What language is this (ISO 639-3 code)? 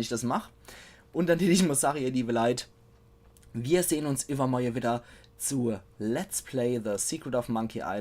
pfl